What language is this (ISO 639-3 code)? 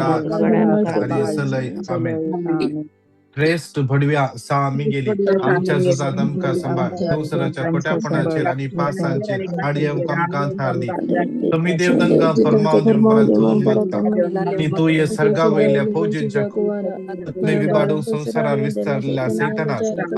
kok